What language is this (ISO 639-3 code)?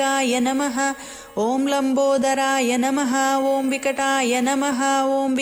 tel